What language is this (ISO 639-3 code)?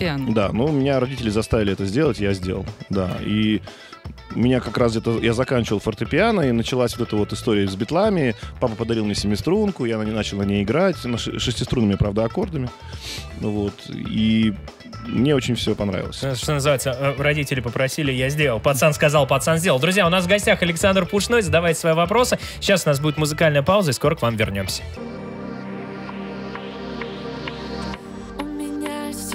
rus